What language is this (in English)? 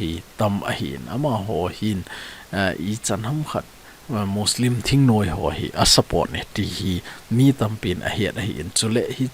Thado Chin